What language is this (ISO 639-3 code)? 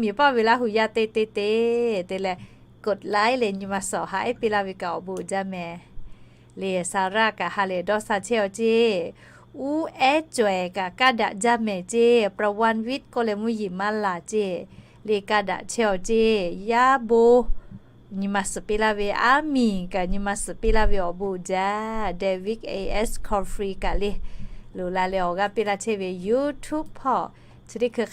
lhu